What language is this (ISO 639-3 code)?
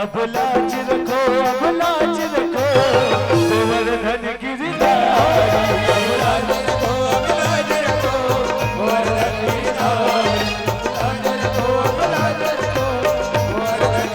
hne